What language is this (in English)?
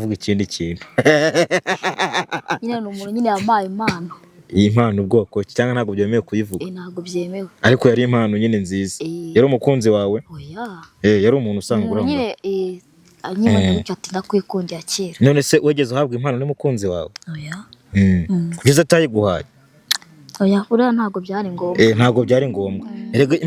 Kinyarwanda